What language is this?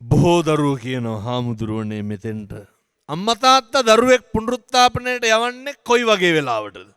Sinhala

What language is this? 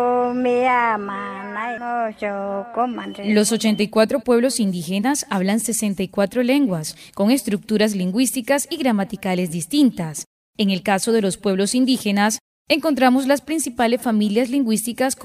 Spanish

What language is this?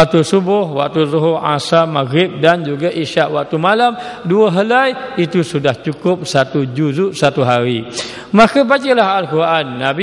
Malay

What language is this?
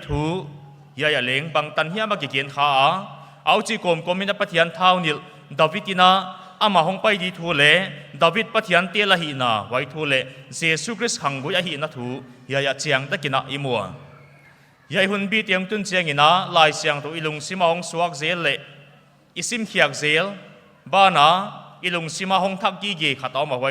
Paite Chin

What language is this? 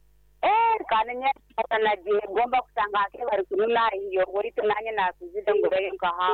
Nyoro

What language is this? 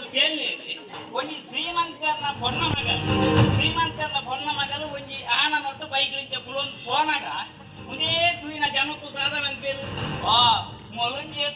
Tulu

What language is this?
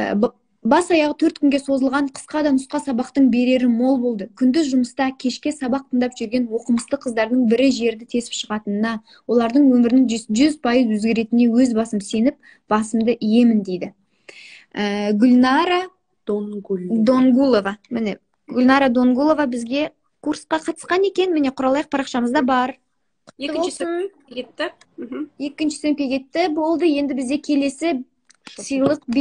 Kazakh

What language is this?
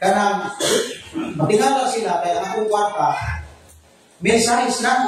Cebuano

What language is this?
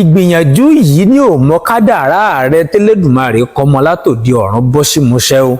Yoruba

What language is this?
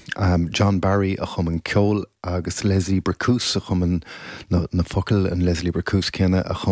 Irish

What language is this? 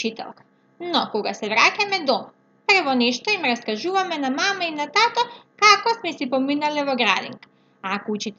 Macedonian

